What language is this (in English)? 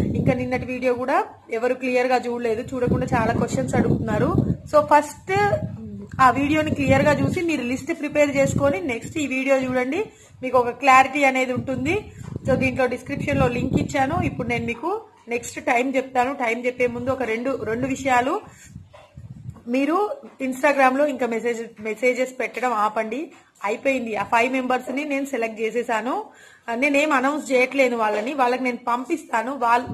Telugu